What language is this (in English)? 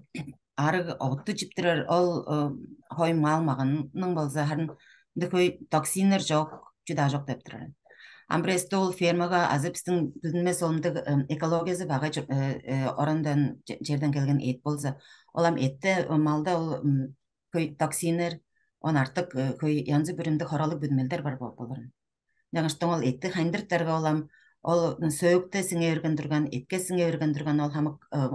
Tuvinian